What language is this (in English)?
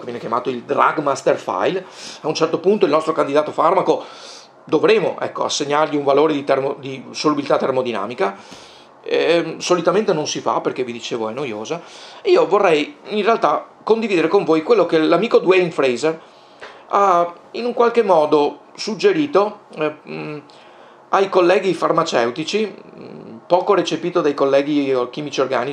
Italian